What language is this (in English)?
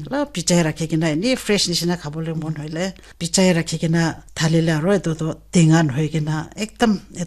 Naga Pidgin